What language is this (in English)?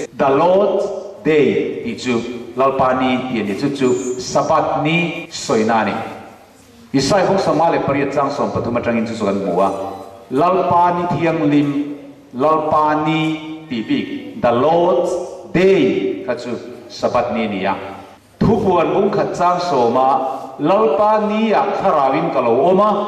Mizo